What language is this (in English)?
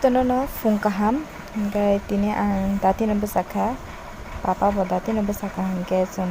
Kok Borok